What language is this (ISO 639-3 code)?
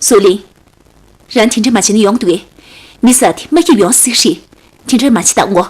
bod